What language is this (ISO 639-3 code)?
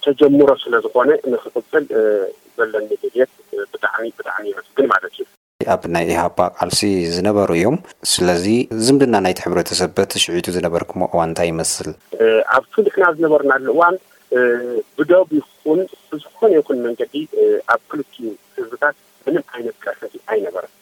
tir